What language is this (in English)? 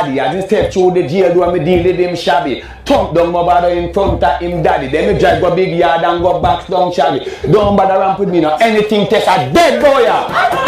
Jamaican Creole English